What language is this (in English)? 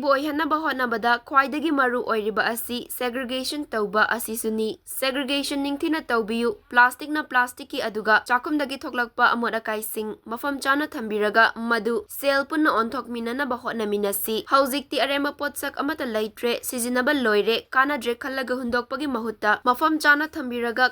Manipuri